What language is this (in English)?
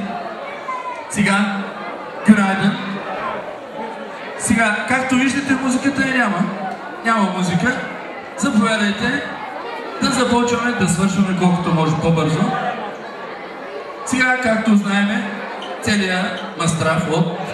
Bulgarian